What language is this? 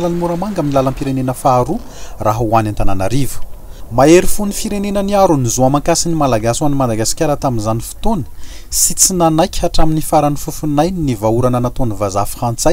Malagasy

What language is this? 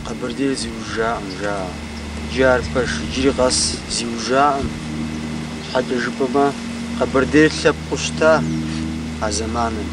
Kabardian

